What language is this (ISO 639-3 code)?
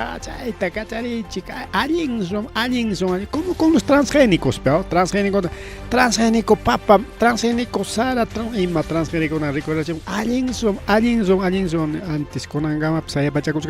quy